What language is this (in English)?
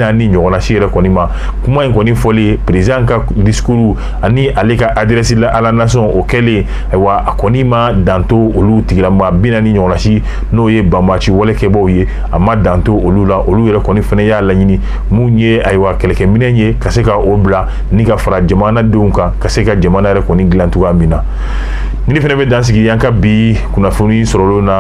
Bambara